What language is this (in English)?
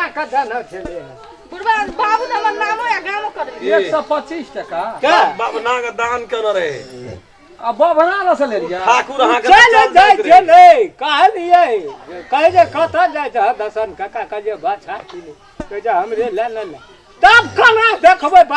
Maithili